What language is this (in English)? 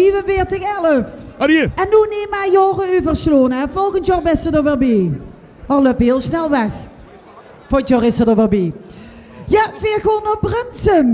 Limburgish